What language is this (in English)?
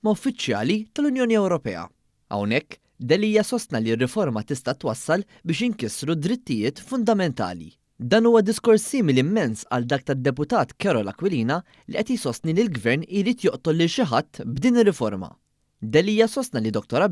Maltese